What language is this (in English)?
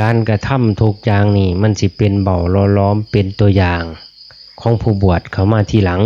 Lao